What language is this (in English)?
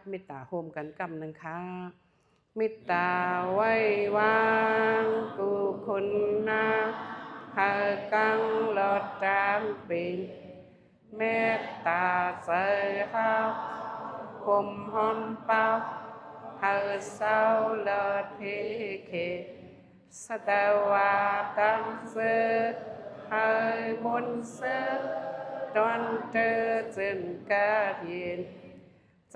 Shan